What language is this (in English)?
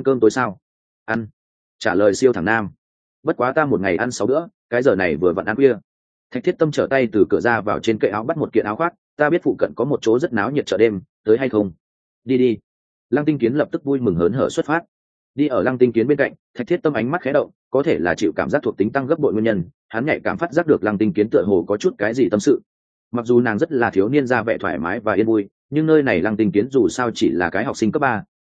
Vietnamese